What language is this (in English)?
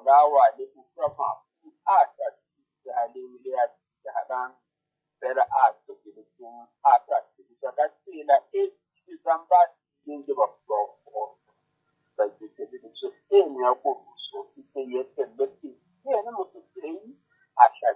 Southern Sotho